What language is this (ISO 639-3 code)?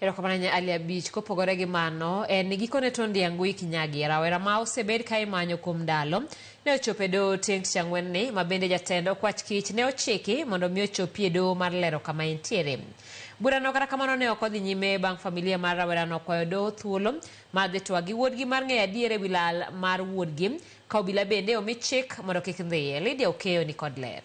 luo